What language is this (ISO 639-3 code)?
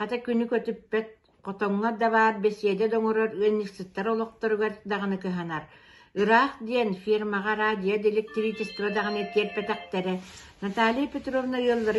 sah